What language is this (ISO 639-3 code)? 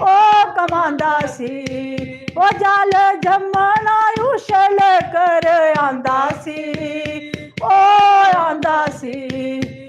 doi